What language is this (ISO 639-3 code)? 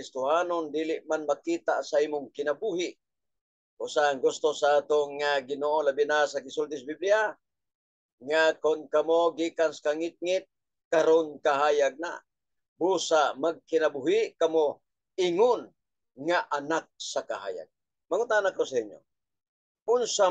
ceb